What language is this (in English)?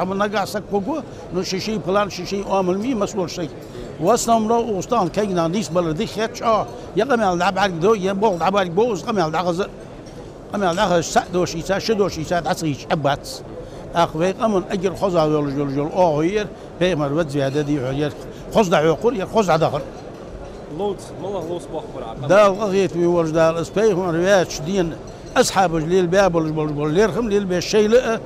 Ingush